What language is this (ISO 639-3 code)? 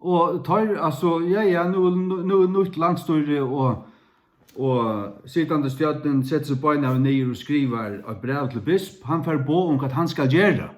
fao